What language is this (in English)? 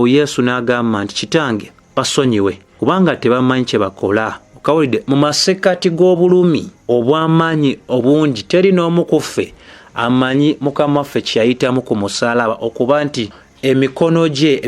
Ganda